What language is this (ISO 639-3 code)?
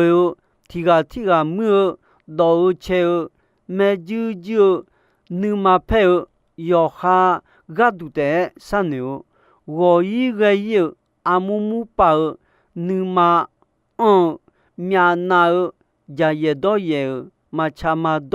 ahk